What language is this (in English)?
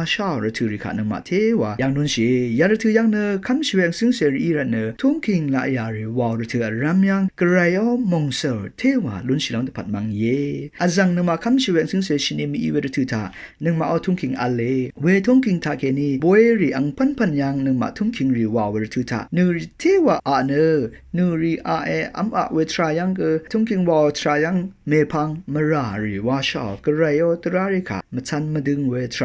Rawang